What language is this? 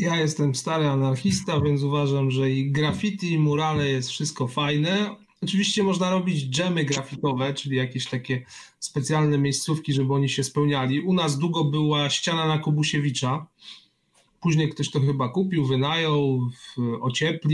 Polish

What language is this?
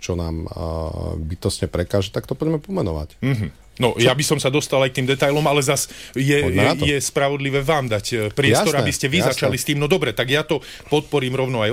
Slovak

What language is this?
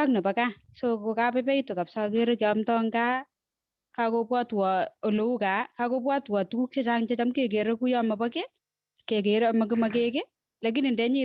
Kalenjin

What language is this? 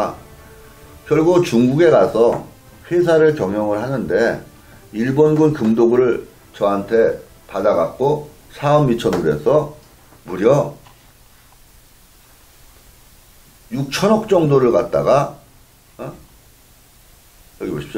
Korean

